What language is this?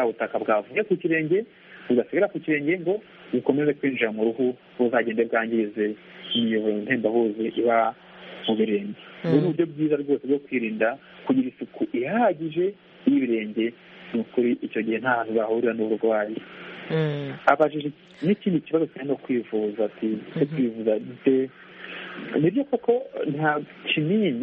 Kinyarwanda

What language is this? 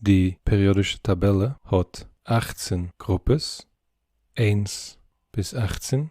Yiddish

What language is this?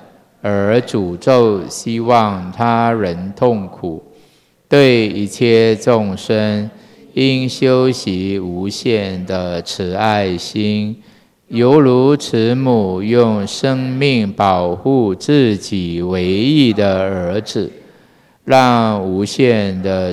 Chinese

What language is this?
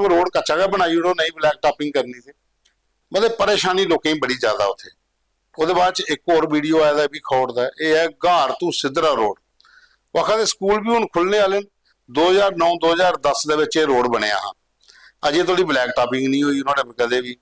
Dogri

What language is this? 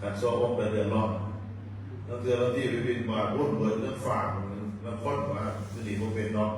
Northeastern Thai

